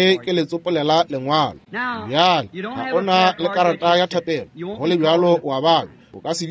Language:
Northern Sotho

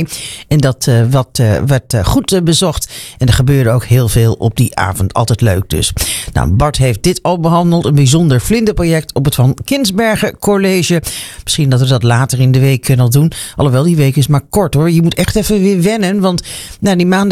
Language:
Dutch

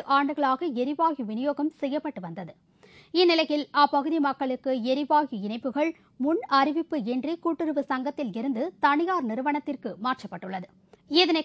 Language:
Tamil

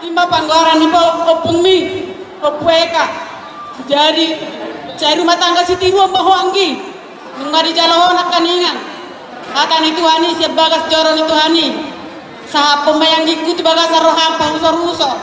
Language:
Batak Toba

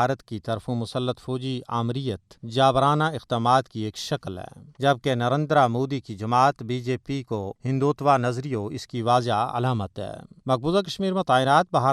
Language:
Gujari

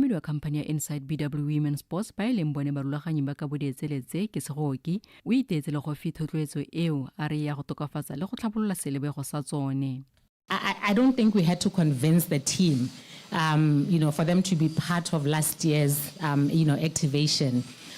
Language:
Tswana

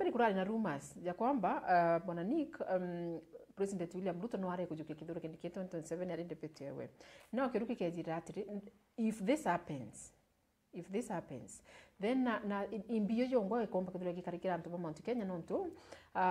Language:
Meru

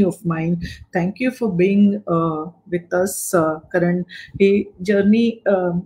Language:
Marathi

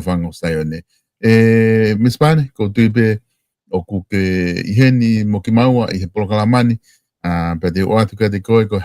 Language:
Tongan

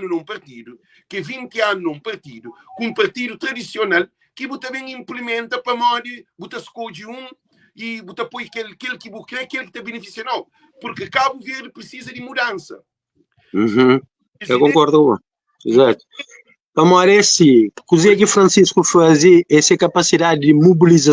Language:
Kabuverdianu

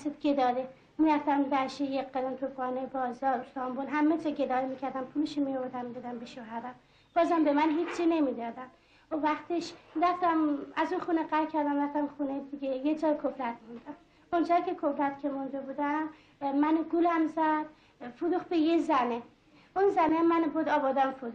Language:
Persian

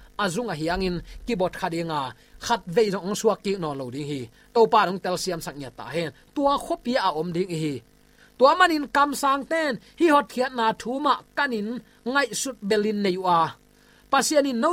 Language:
Tedim Chin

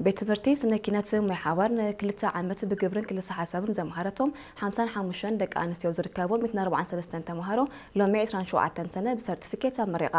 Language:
Tigrinya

